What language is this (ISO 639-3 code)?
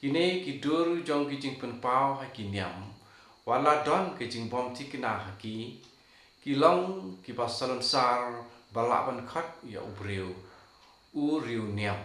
kha